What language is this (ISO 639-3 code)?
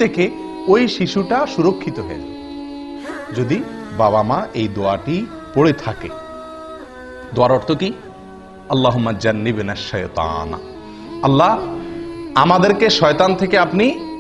ben